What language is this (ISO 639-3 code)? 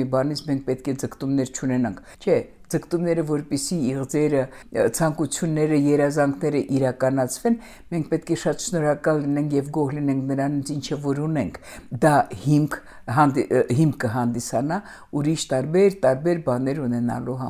hye